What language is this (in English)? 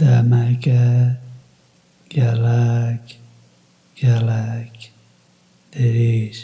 Kurdish